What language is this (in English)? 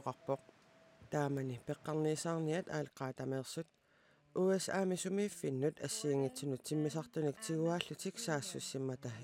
Kalaallisut